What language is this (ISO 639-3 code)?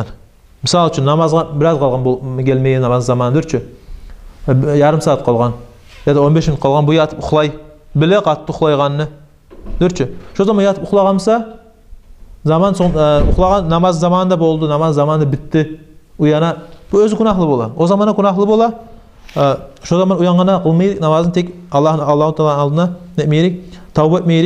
kum